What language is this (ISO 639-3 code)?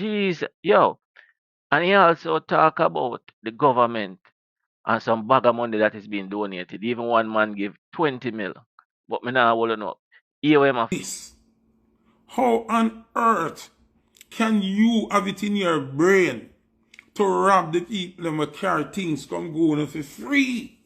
jam